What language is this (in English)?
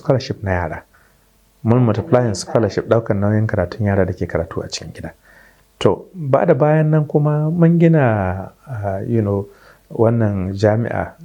Hausa